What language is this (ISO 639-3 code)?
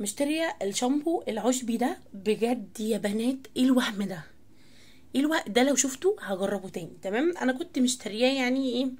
arz